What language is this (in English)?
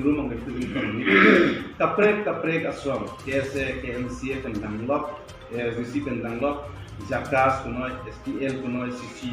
Karbi